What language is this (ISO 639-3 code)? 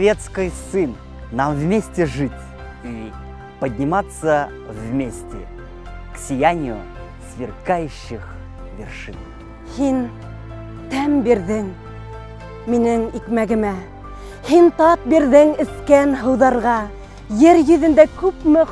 bak